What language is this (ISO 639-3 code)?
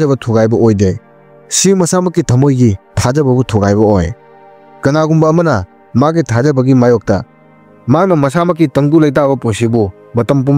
mni